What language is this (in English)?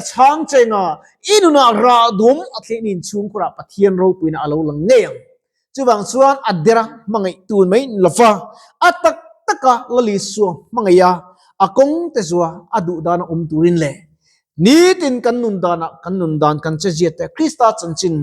Mizo